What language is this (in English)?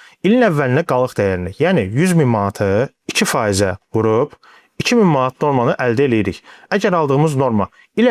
Azerbaijani